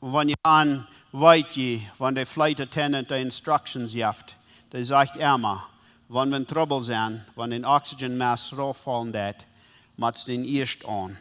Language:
Plautdietsch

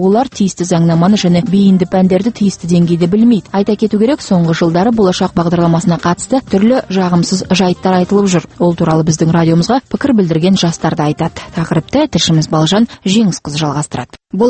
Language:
Kazakh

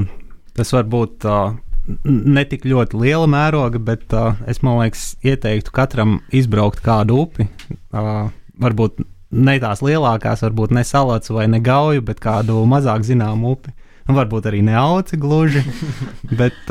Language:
Latvian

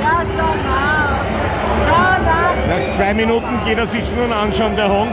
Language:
Bavarian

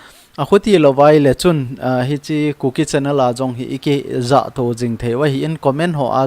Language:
Thado Chin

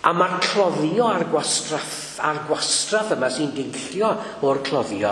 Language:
Welsh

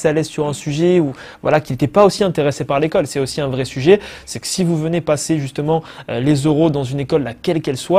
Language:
French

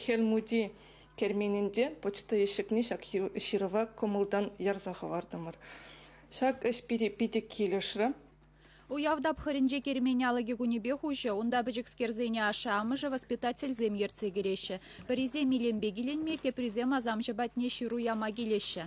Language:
Chuvash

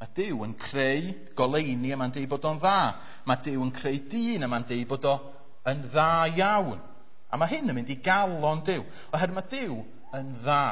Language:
Welsh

